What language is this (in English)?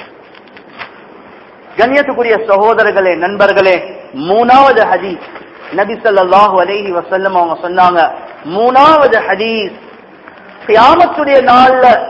Tamil